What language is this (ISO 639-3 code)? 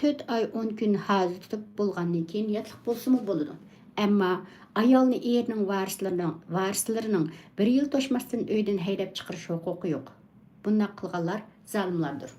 uig